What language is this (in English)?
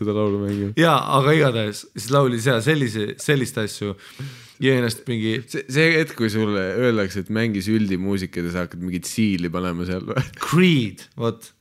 Estonian